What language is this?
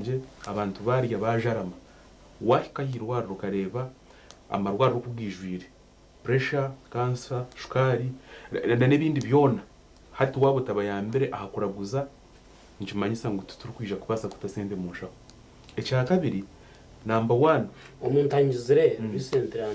Nyankole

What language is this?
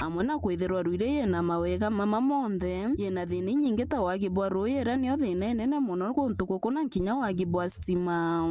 Meru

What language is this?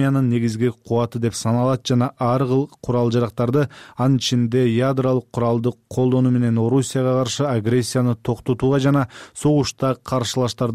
Kyrgyz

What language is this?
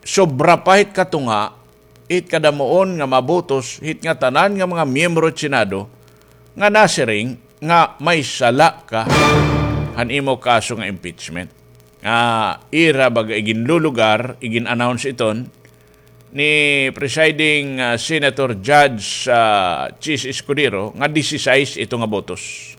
Waray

